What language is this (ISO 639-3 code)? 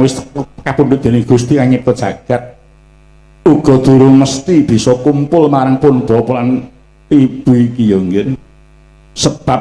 jav